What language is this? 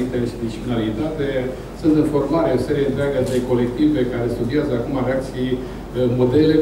Romanian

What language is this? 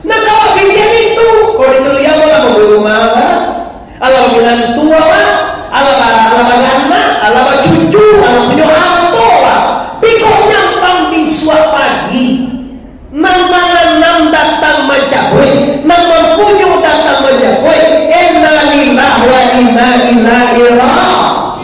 Minangkabau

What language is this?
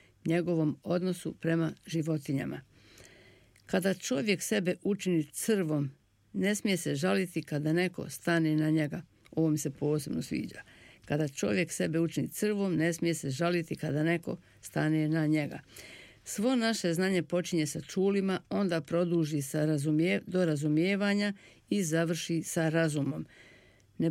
Bosnian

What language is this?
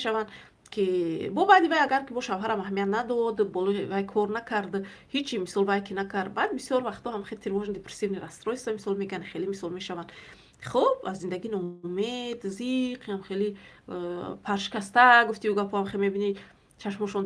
Tajik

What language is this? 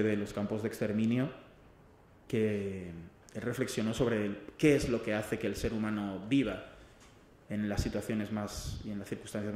Spanish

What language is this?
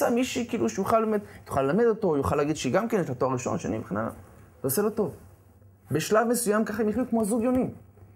Hebrew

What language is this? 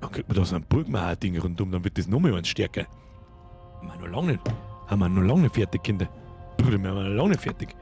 Bavarian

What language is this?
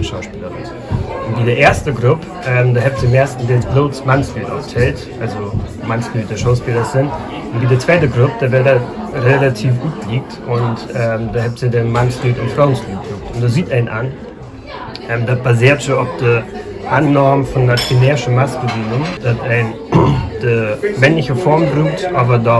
Low German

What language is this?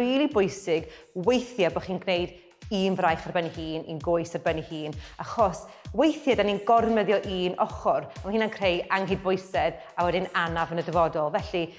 Welsh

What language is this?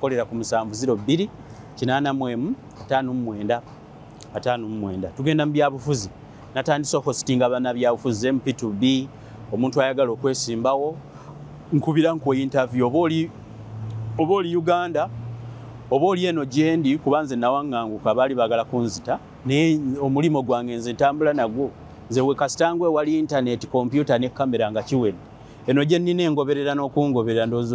Ganda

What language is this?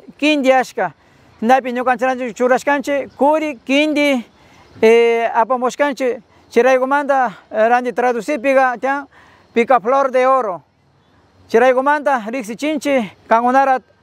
Napo Lowland Quechua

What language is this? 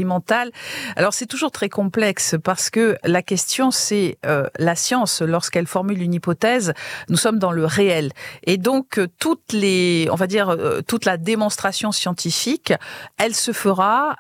French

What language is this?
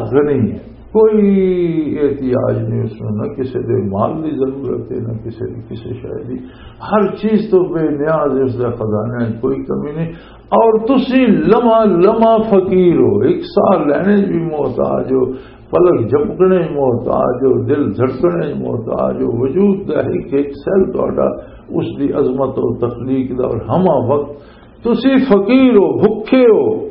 Western Panjabi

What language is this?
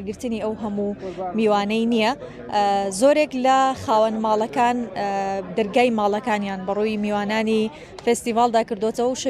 Central Kurdish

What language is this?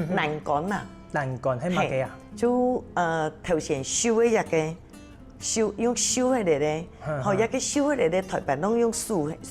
Hakka Chinese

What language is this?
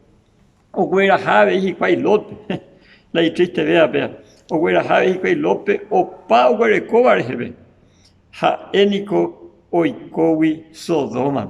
Guarani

